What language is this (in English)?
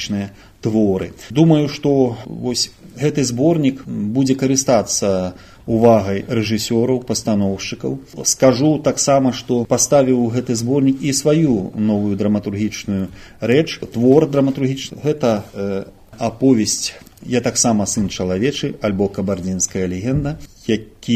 Belarusian